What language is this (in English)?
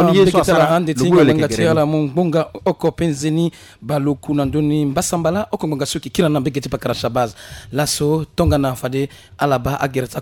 Sango